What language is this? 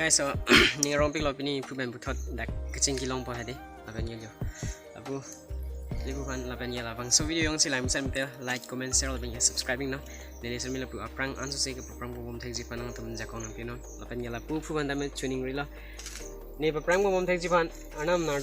Karbi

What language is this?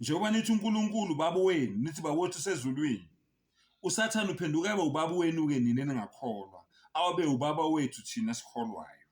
Zulu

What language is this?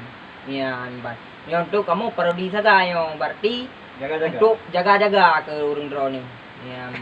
Achinese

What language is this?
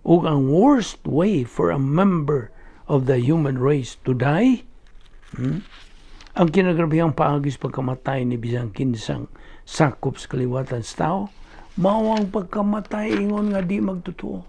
Cebuano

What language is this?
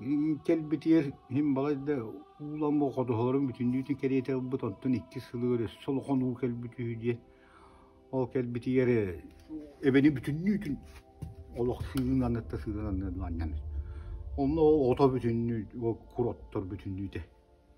Yakut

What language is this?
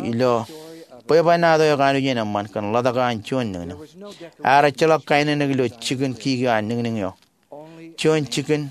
Marshallese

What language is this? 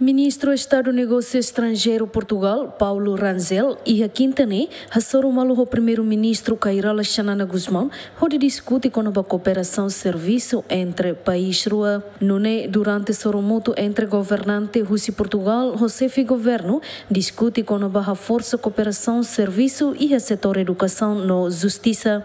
Tetum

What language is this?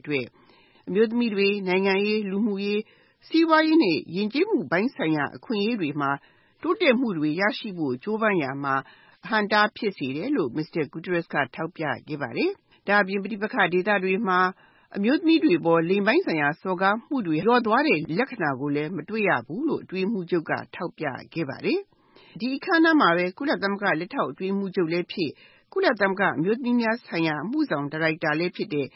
Burmese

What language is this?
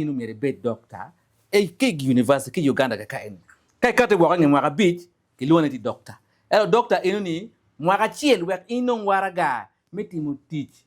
Acoli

